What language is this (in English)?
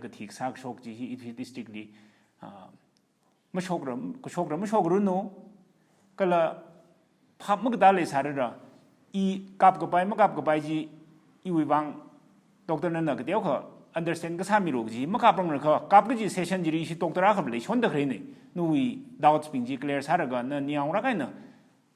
Tangkhul Naga (India)